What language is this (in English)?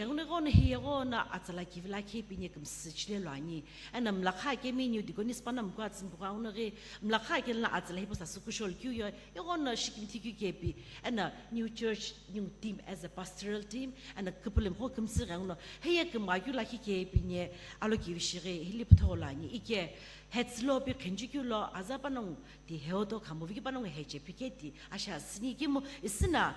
Sumi Naga